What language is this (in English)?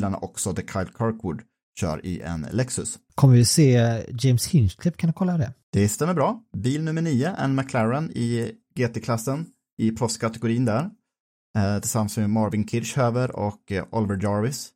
Swedish